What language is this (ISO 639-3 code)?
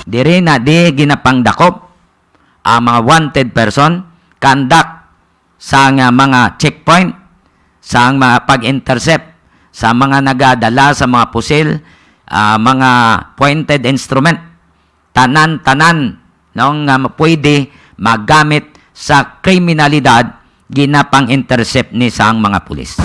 hil